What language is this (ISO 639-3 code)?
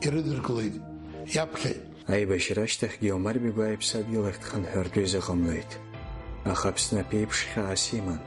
abk